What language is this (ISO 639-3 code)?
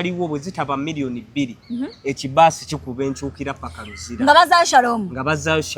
lug